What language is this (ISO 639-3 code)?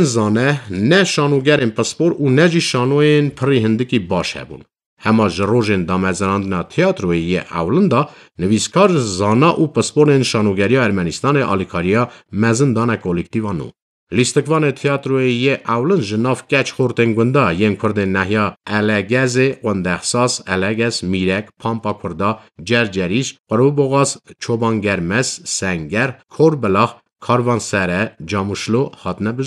kur